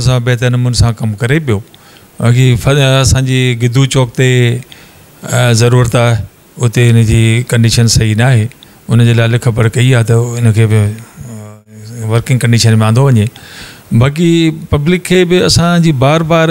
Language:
Sindhi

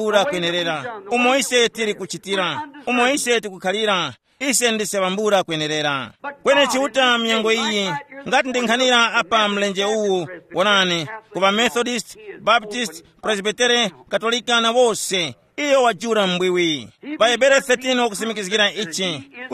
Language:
Tumbuka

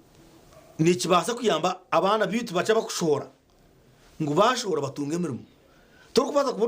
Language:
Nyankole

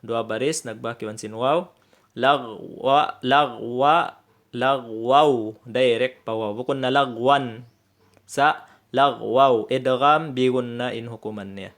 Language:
Tausug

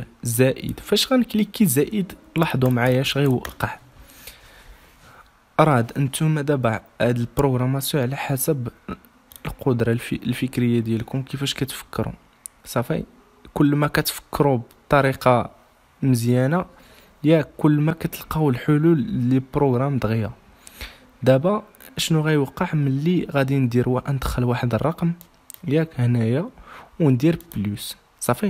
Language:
Moroccan Arabic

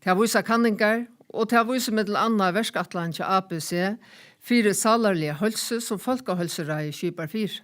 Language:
Faroese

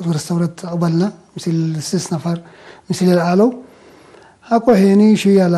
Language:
Tigre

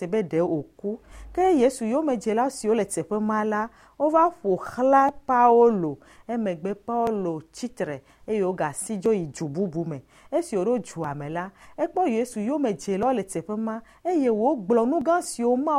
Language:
Ewe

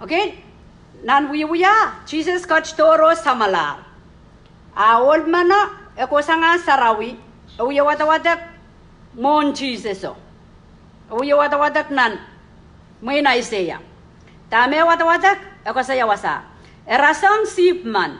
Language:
Pohnpeian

